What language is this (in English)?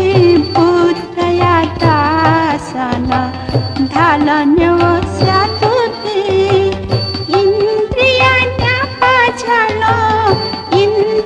Newari